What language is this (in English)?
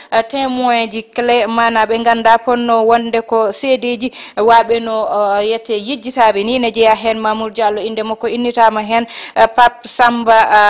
Fula